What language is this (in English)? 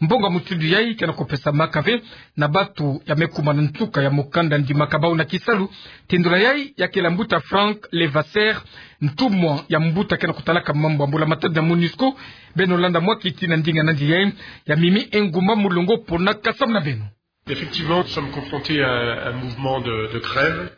Kituba (Democratic Republic of Congo)